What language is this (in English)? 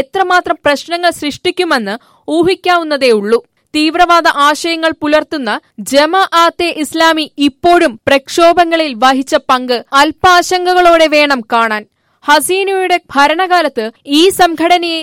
Malayalam